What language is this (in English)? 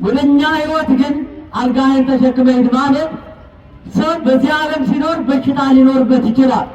Amharic